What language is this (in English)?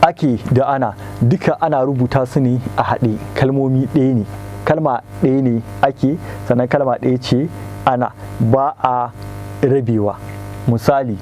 Hausa